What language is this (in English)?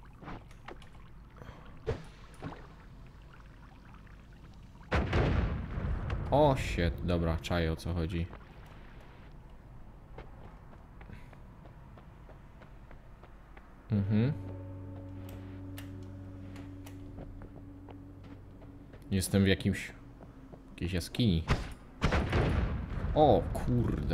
Polish